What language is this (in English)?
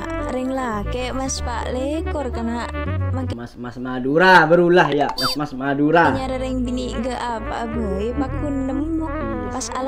Madurese